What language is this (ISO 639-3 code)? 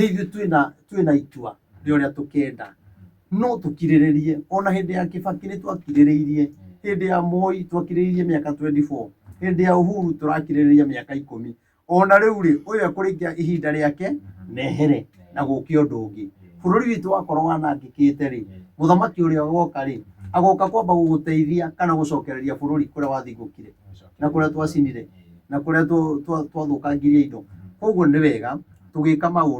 kik